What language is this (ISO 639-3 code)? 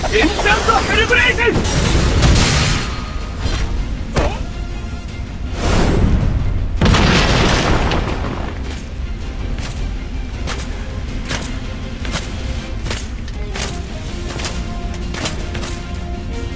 jpn